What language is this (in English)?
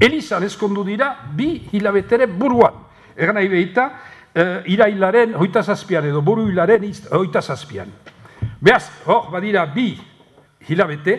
Basque